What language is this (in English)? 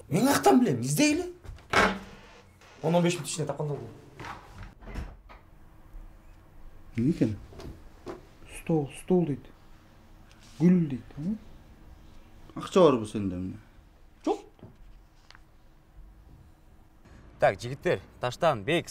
Kyrgyz